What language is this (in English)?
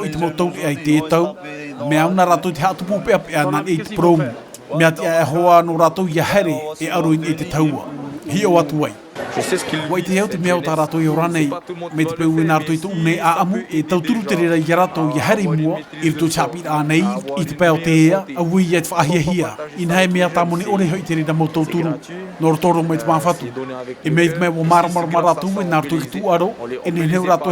Tahitian